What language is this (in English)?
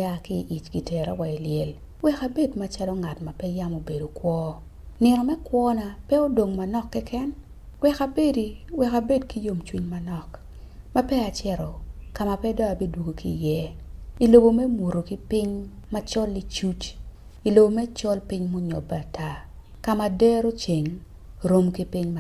Acoli